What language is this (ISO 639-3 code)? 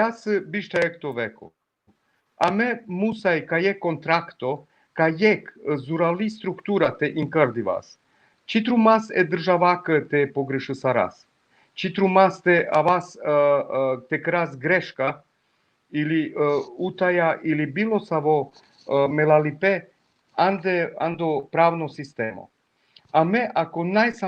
rmn